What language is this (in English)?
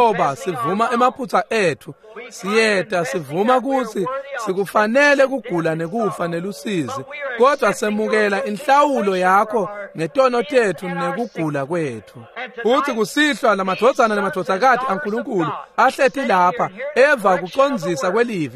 Swati